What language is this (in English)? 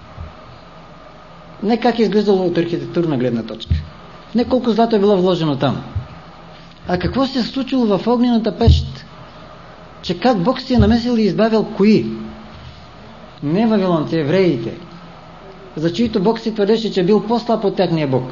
Bulgarian